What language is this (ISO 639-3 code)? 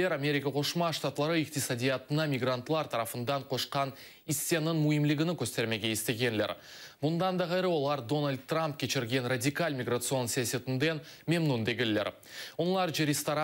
crh